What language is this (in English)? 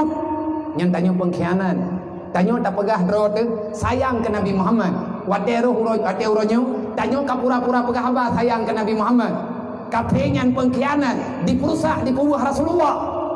Achinese